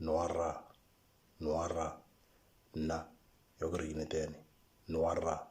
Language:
Moro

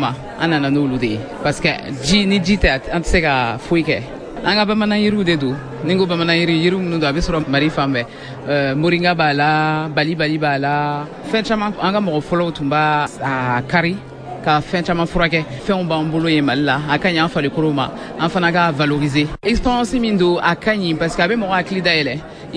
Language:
Bambara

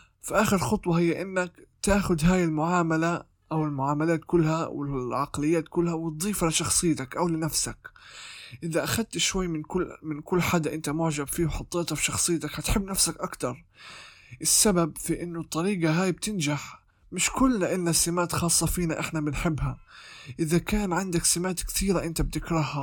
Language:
North Levantine Arabic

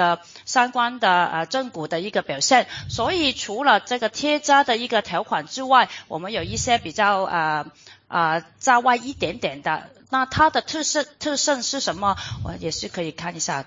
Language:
Chinese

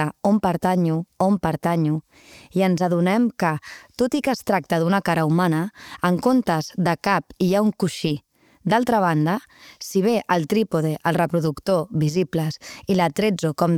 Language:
Catalan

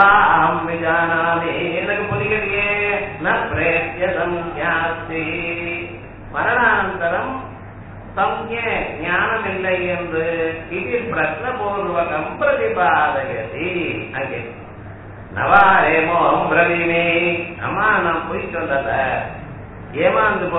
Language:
Tamil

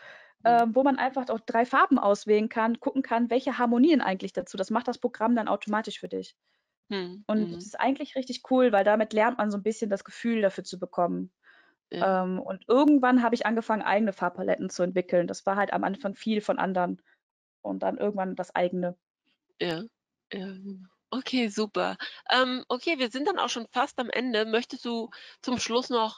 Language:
German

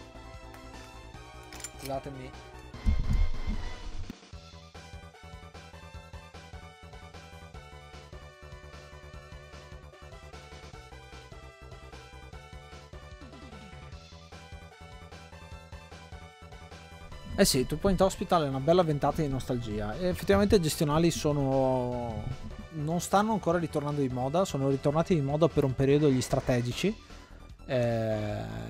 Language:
Italian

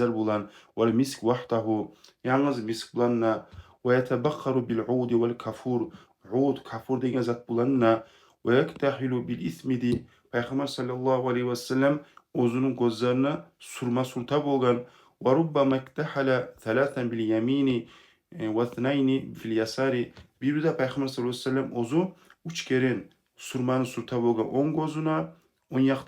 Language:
Kumyk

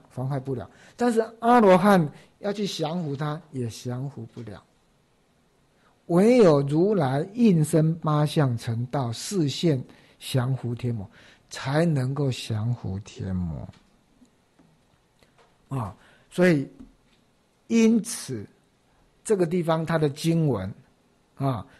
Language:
Chinese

